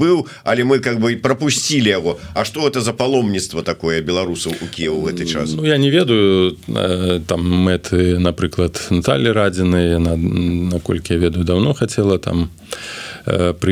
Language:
Belarusian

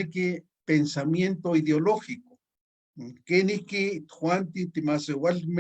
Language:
Eastern Huasteca Nahuatl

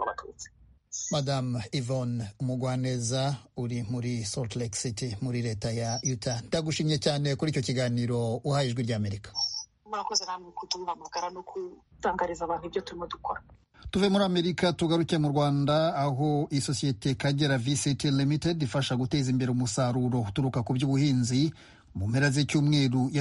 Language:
Kinyarwanda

